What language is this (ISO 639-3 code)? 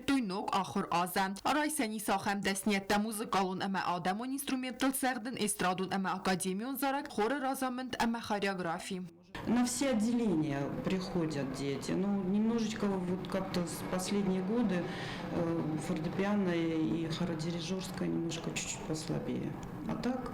oss